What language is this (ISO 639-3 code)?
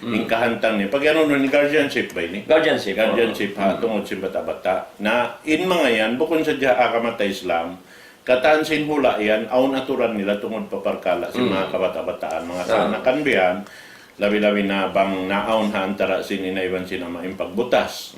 tsg